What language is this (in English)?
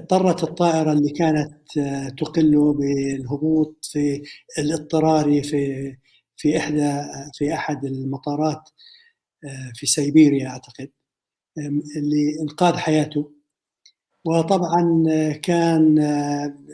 North Levantine Arabic